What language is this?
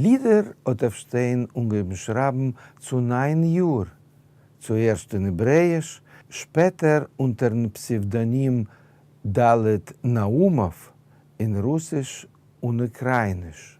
Yiddish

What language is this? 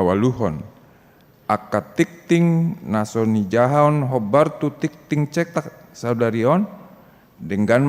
Batak Toba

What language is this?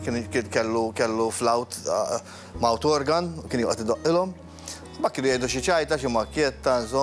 Maltese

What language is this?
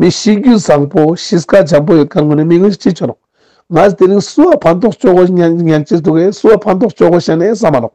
Ladakhi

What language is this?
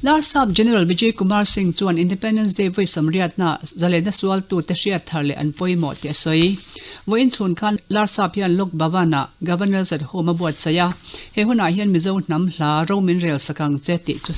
Mizo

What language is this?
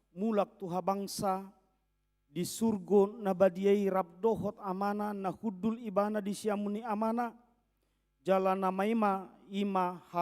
Batak Toba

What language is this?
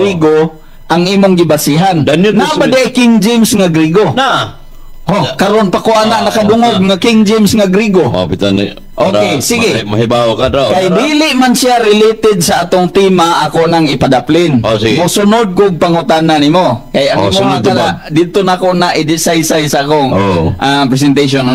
Cebuano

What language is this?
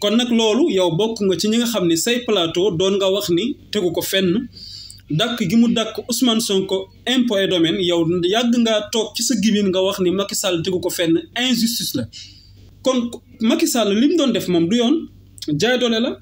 Wolof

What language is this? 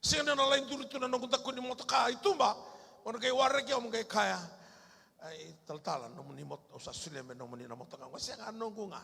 Fijian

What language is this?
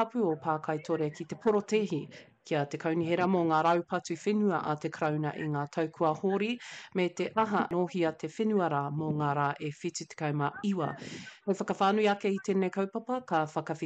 Māori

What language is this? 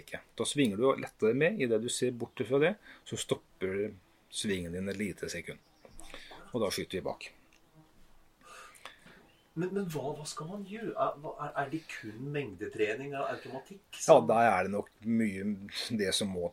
Norwegian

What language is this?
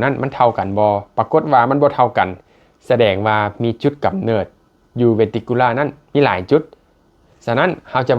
Lao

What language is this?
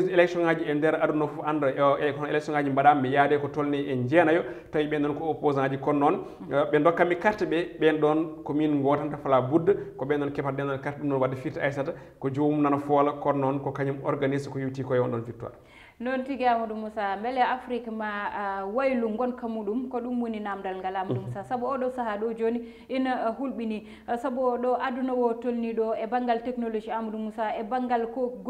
Fula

